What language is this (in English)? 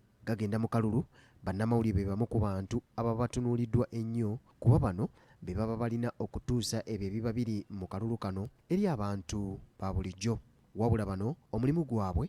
Ganda